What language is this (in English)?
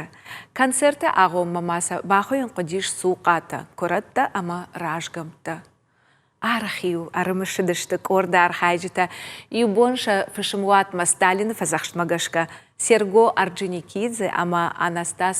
Ossetic